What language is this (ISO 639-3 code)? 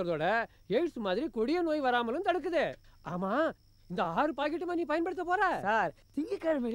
tam